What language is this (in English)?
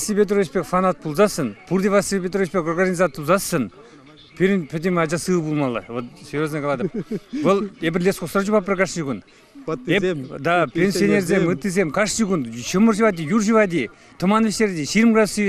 Chuvash